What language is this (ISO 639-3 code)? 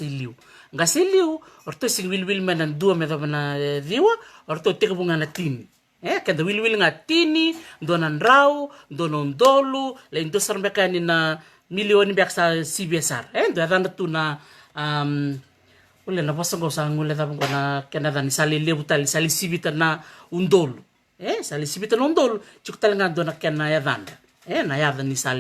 fij